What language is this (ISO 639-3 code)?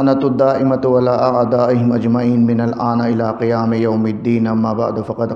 urd